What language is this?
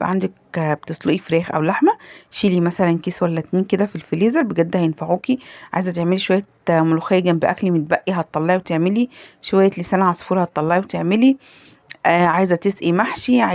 Egyptian Arabic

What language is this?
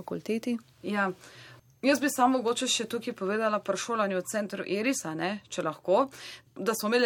Slovenian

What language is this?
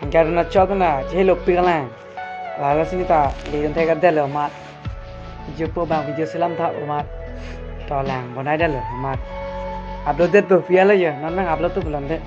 Karbi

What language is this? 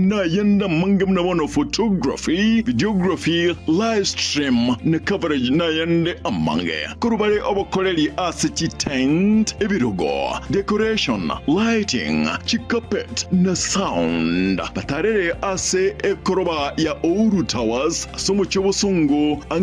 Gusii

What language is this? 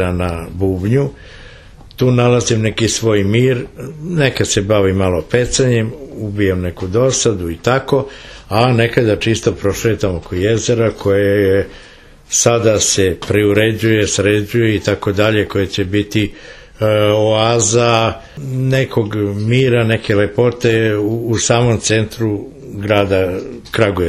Serbian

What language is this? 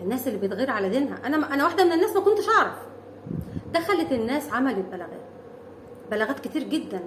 Egyptian Arabic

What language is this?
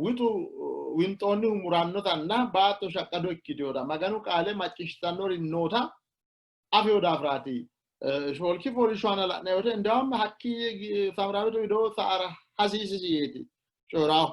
Sidamo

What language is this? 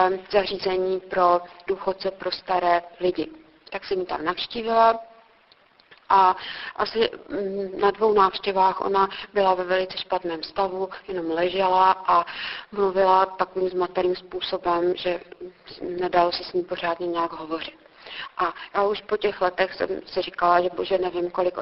Czech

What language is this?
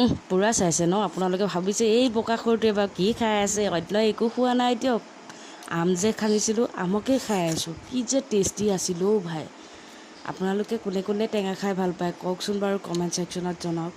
Assamese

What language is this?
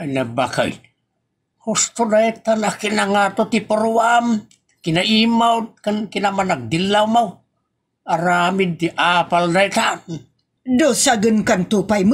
Iloko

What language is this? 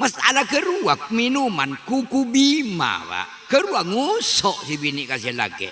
Madurese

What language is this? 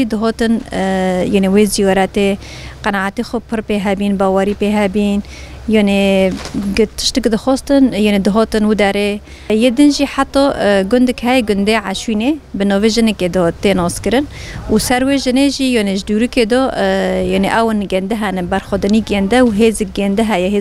Kurdish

